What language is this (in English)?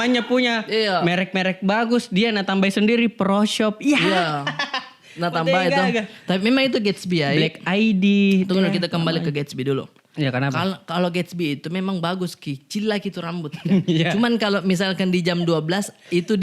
Makassar Malay